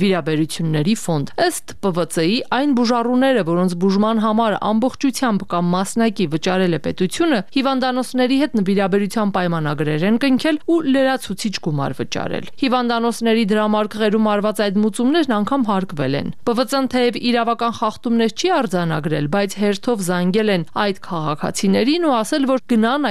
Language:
Armenian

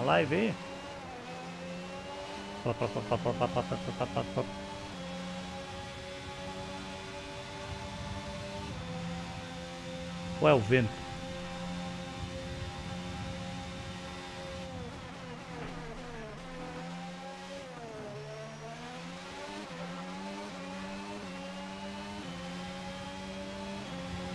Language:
Portuguese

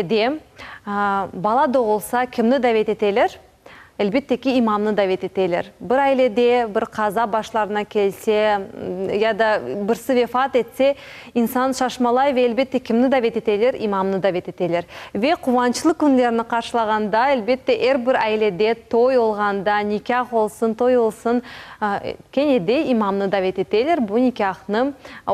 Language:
Crimean Tatar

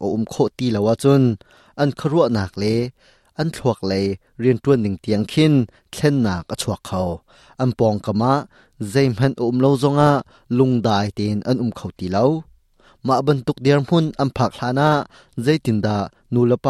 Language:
Hakha Chin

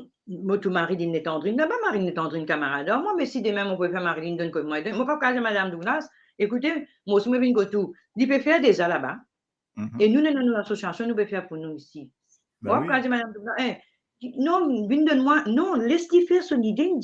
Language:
Morisyen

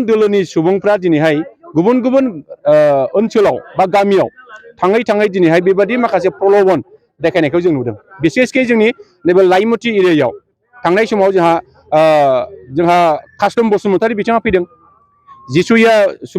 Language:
Bodo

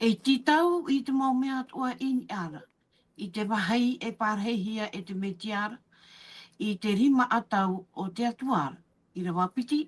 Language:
Tahitian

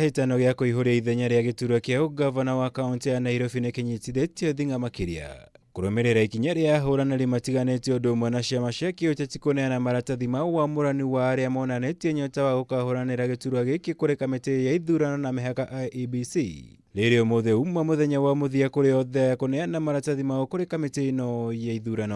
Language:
Kikuyu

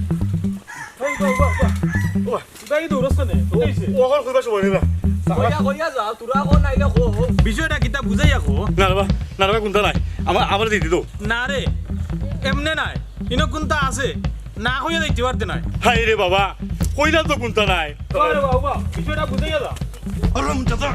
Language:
Sylheti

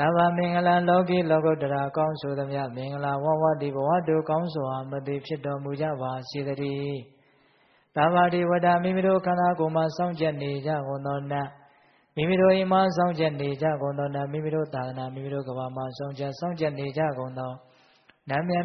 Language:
Burmese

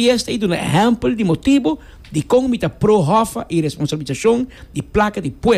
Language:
Papiamento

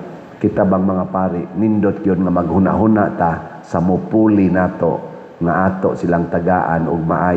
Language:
Cebuano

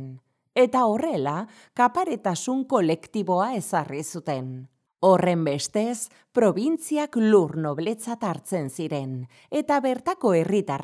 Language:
Basque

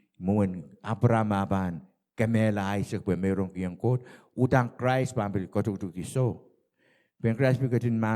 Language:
Pohnpeian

